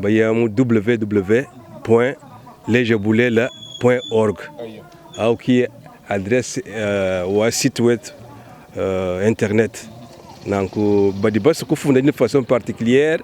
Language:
Luba-Lulua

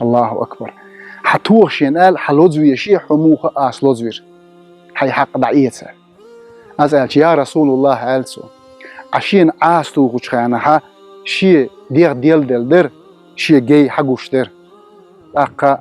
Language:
Chechen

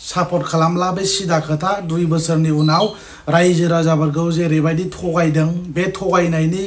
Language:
Bodo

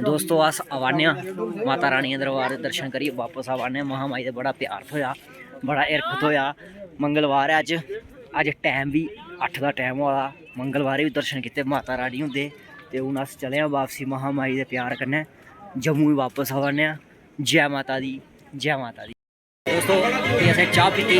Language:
Dogri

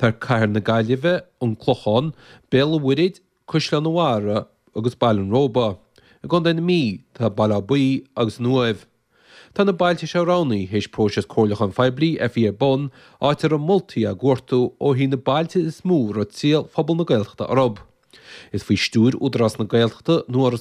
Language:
Irish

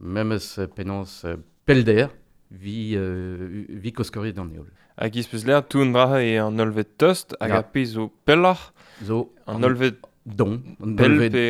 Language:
Breton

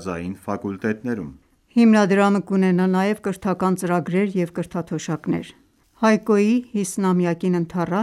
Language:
Armenian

